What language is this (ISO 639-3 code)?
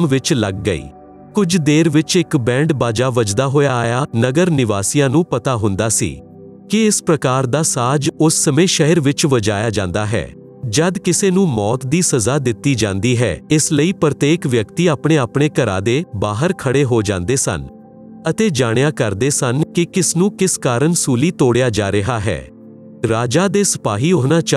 pan